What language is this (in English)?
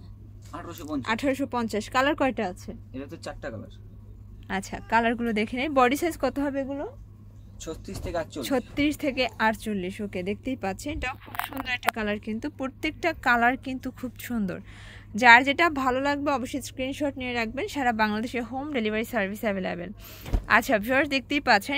Bangla